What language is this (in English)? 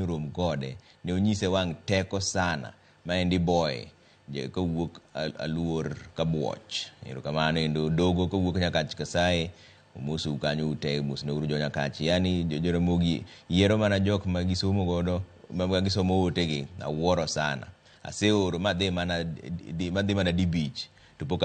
Luo (Kenya and Tanzania)